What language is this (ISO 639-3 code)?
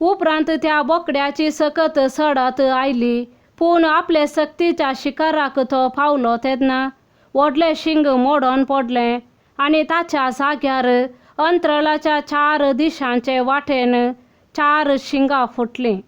kok